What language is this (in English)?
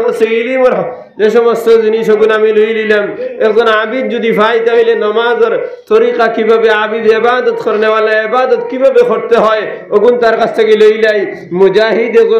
Sylheti